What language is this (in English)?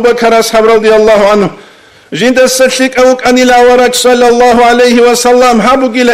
Avaric